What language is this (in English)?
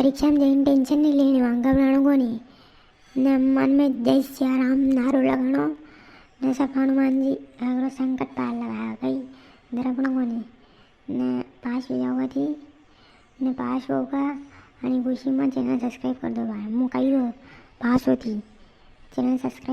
Rajasthani